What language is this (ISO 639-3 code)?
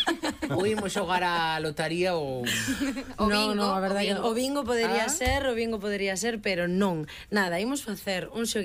glg